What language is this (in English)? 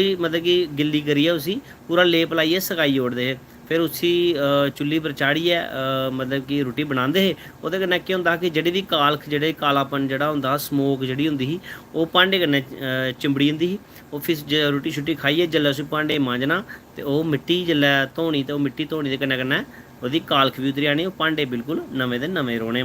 Dogri